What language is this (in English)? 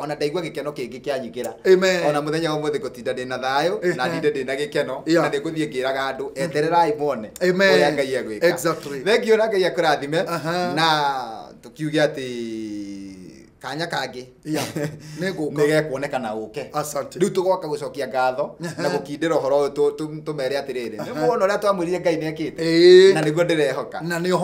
Kikuyu